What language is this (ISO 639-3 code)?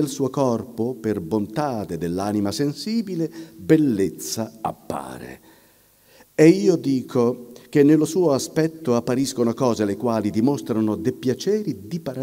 ita